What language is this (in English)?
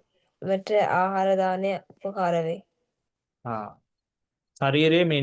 Sinhala